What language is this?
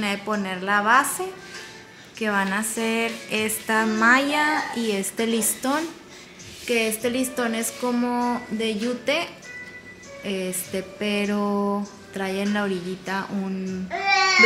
Spanish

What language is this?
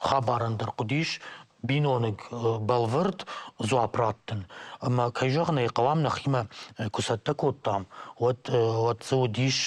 Ossetic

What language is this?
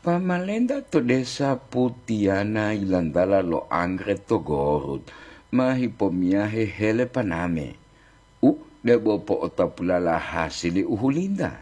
Gorontalo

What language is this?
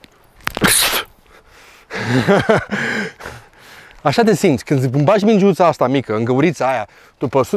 Romanian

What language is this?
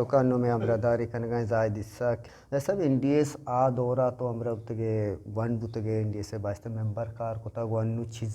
Eastern Balochi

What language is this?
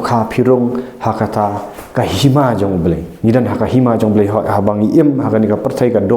Khasi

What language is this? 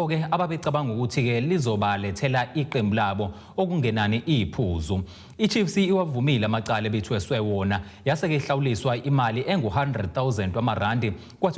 Zulu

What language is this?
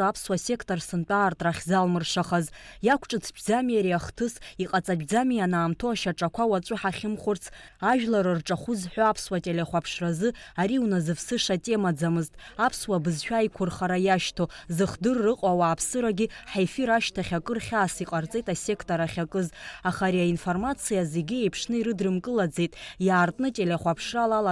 Abkhazian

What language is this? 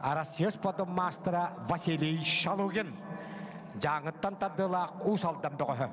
Yakut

